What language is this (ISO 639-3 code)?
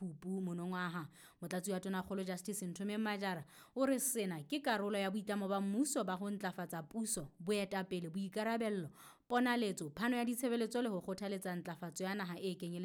sot